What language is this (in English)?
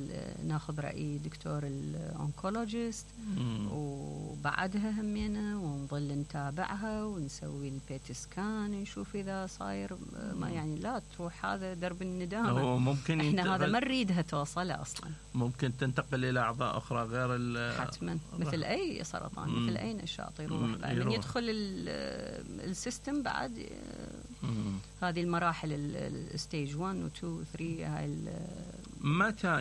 Mesopotamian Arabic